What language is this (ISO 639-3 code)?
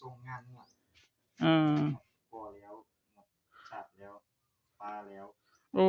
tts